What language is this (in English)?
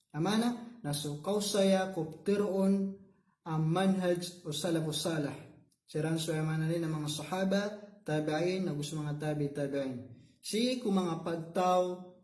Maranao